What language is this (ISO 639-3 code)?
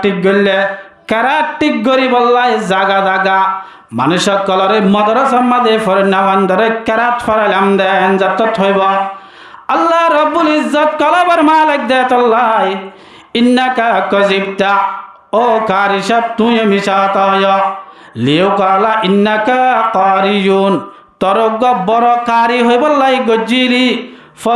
rhg